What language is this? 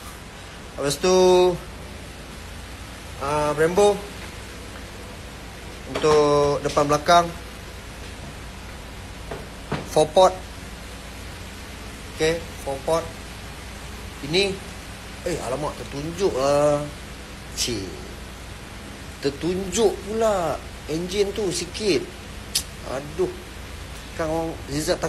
Malay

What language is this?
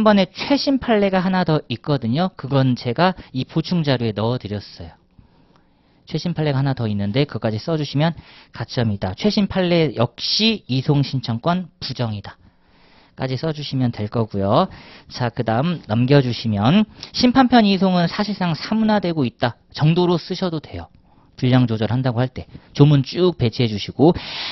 Korean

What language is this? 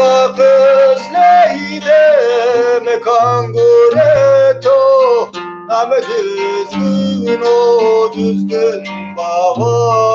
Zaza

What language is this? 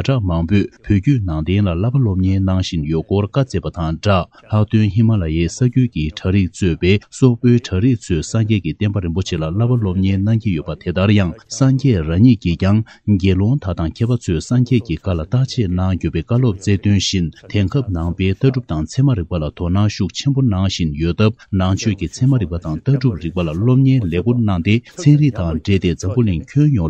Tibetan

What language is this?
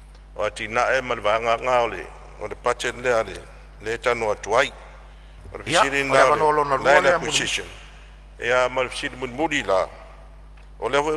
Samoan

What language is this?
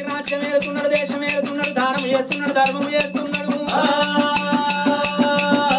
Telugu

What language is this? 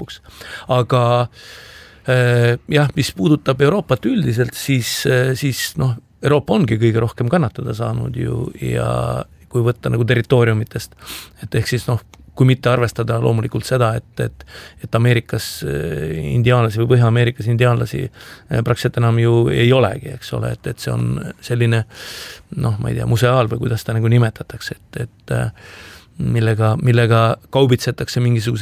Estonian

